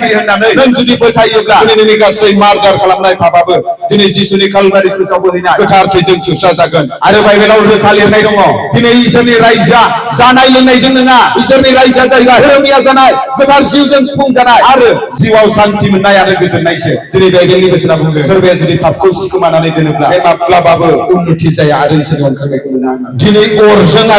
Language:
Bodo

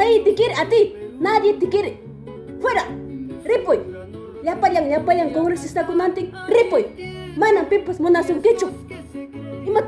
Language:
Ayacucho Quechua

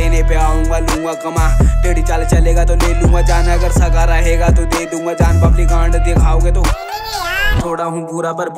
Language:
Hindi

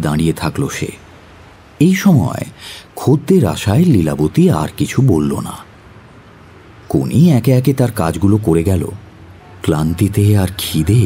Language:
Bangla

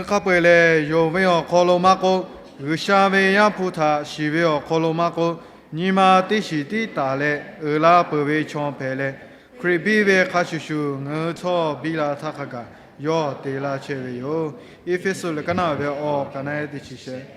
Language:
Lahu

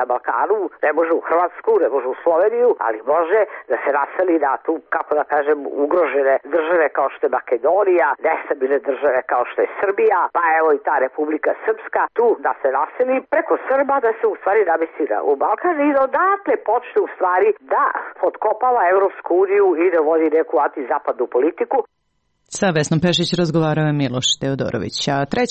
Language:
Serbian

